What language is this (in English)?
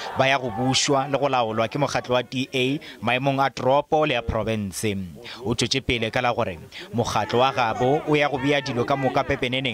Northern Sotho